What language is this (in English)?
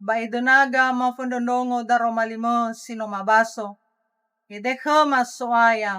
Nias